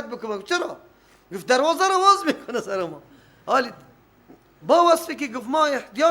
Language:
Persian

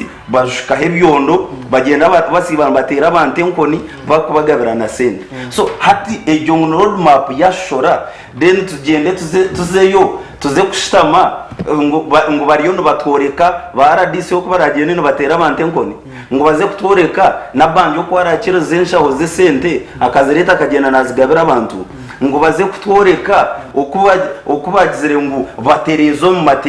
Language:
Nyankole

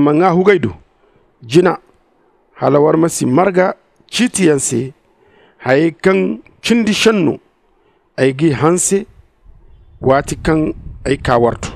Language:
Zarma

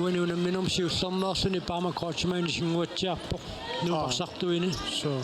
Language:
Kalaallisut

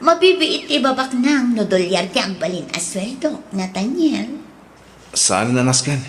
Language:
Iloko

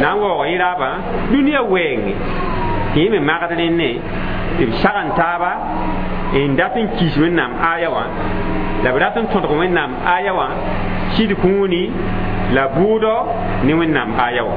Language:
Mossi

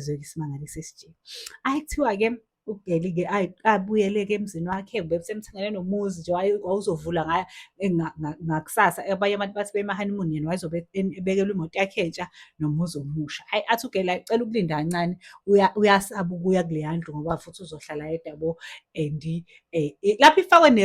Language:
Zulu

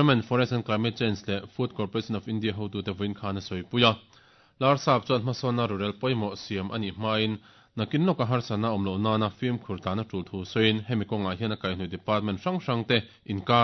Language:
Mizo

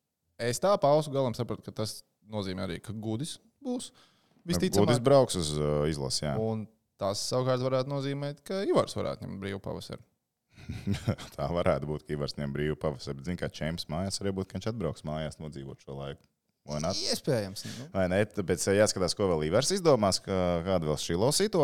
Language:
Latvian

